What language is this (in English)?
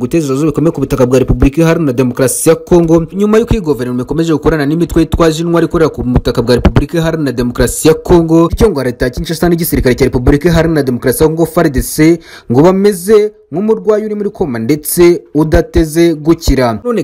Kinyarwanda